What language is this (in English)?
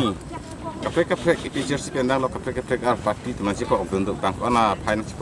Karbi